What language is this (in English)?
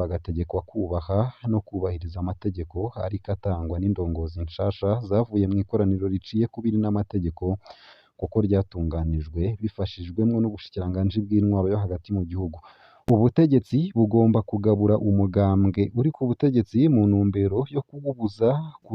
Rundi